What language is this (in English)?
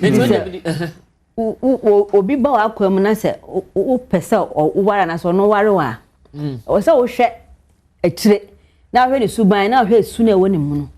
Akan